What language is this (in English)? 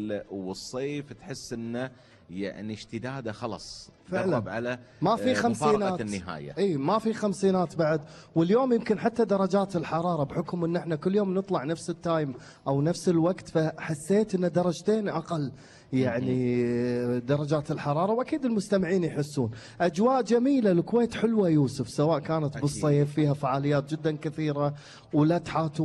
Gulf Arabic